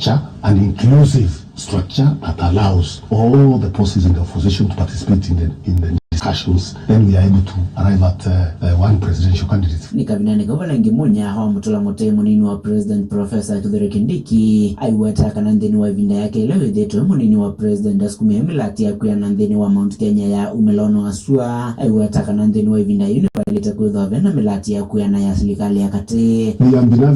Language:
Kamba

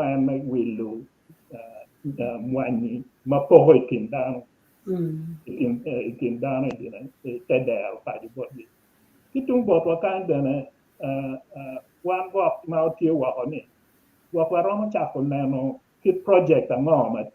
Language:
Acoli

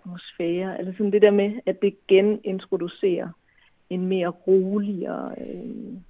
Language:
Danish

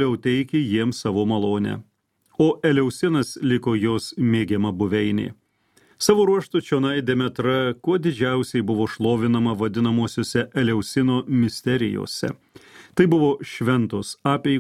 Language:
Lithuanian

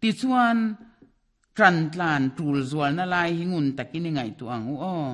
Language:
Mizo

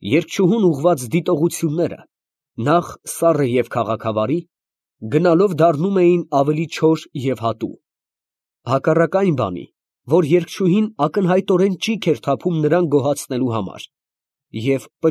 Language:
Armenian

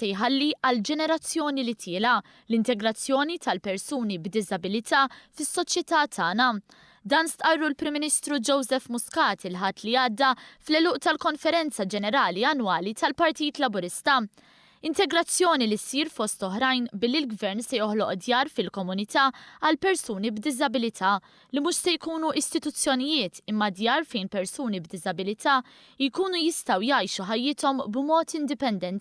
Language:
Maltese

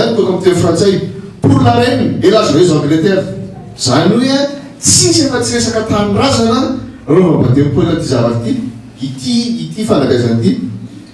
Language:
Malagasy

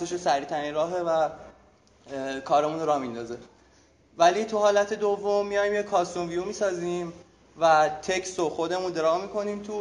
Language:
Persian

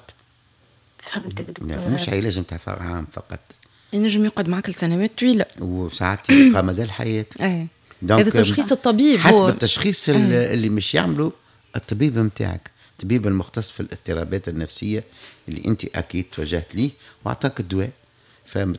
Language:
Tunisian Arabic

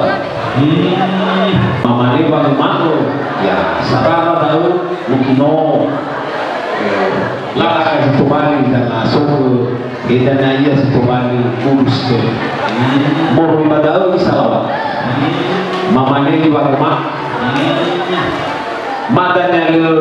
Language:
Nias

